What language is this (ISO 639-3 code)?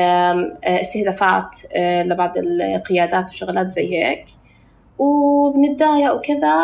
apc